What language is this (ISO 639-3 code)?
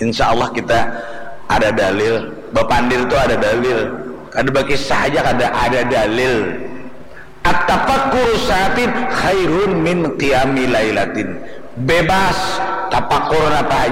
bjn